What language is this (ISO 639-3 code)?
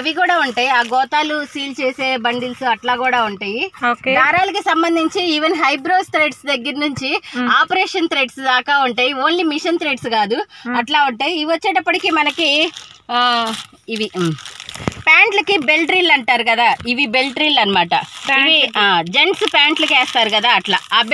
tel